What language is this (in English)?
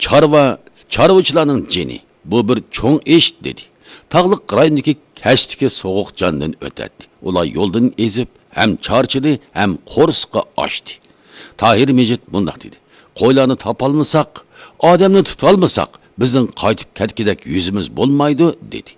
Uyghur